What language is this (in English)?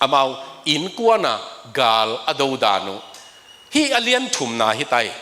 Tedim Chin